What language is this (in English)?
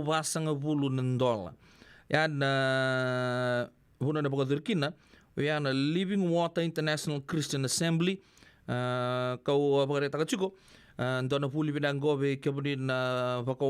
Fijian